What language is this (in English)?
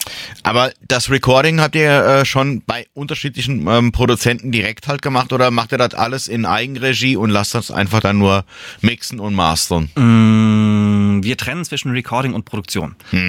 German